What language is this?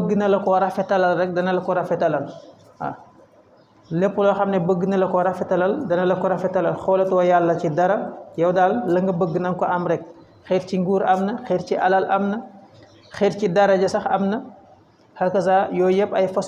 Wolof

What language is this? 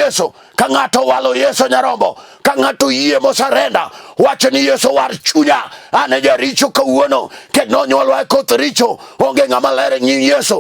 Luo (Kenya and Tanzania)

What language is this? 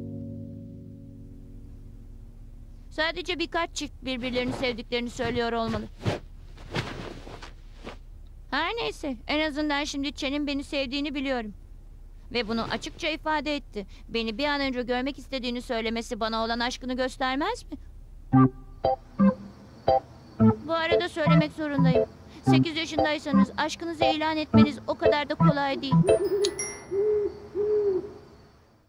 Turkish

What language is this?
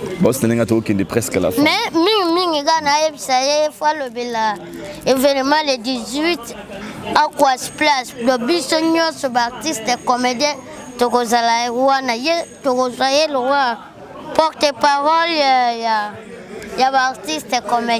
Lingala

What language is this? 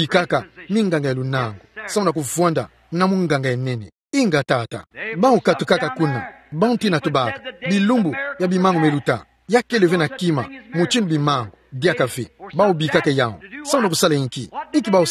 Kituba (Democratic Republic of Congo)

